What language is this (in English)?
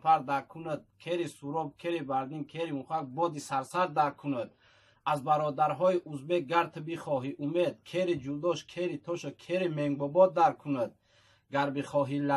Tajik